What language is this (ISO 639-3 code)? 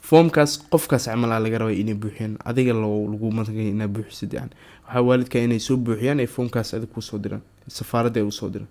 som